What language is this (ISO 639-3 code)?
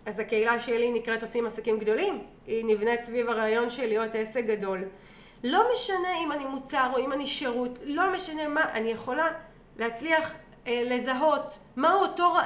heb